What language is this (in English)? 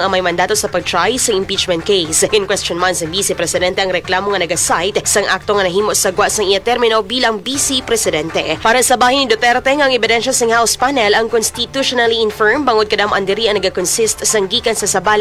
Hiligaynon